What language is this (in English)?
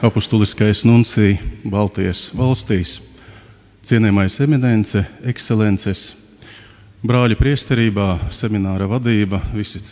Latvian